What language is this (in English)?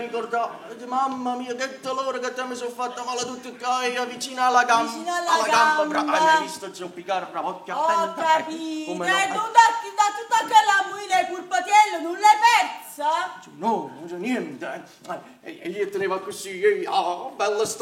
Neapolitan